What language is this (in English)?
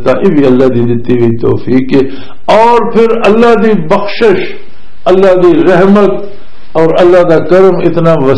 Western Panjabi